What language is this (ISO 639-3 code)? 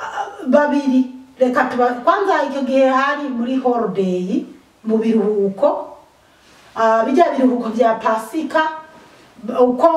run